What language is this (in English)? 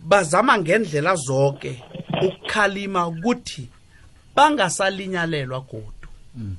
South Ndebele